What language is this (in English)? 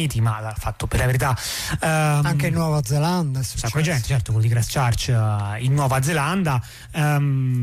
Italian